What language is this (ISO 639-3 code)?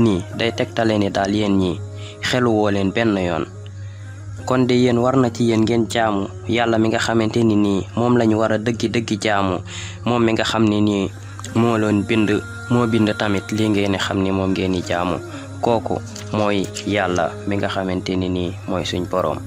wol